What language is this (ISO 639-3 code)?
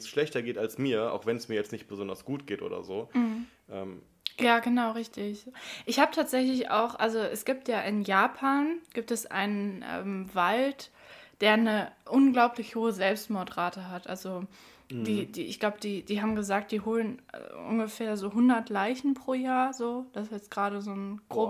deu